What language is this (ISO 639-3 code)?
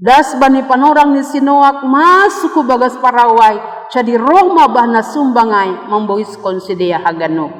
bts